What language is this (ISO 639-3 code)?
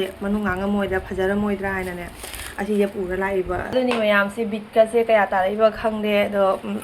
mni